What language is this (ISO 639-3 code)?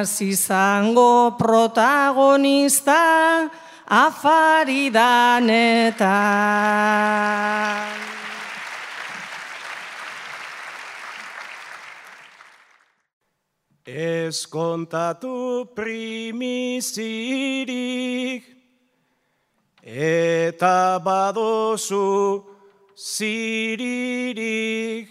eus